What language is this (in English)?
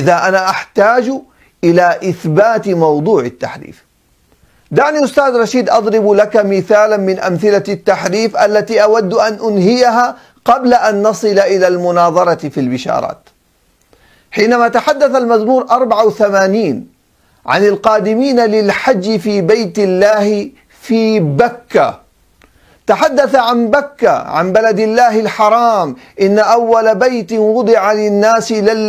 Arabic